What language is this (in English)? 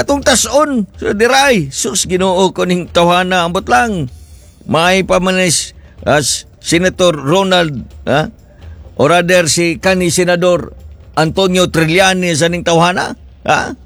Cebuano